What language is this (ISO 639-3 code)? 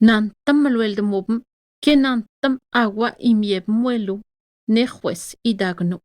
atj